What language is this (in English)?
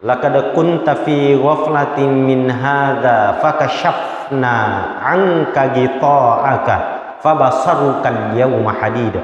Buginese